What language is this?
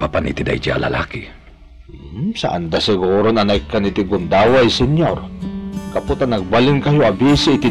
Iloko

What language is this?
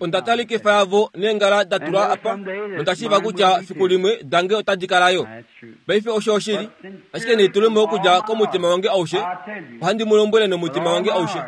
Kuanyama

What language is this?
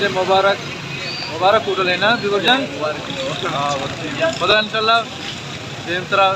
Baluchi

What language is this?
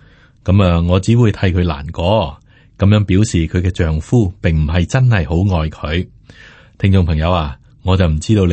Cantonese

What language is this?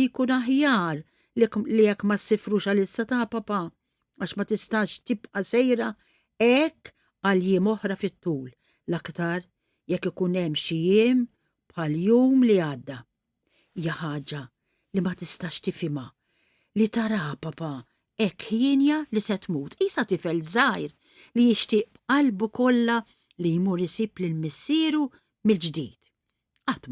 Maltese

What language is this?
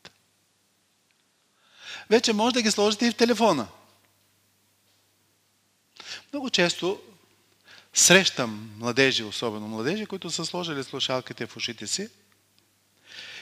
Bulgarian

